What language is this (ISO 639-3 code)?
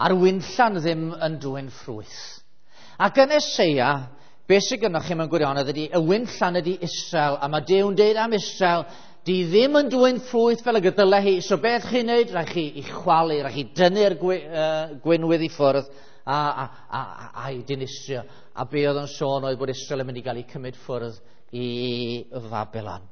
cym